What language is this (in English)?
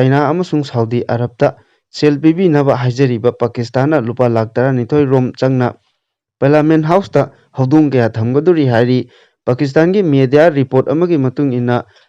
Manipuri